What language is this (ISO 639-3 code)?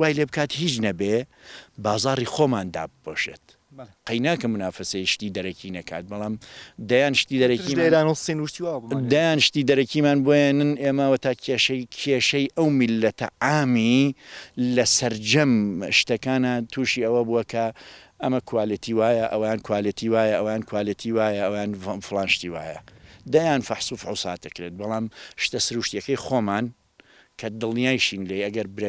ckb